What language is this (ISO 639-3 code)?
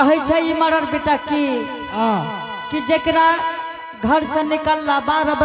anp